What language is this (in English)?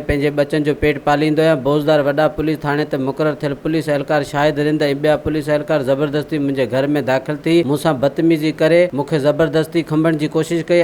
Sindhi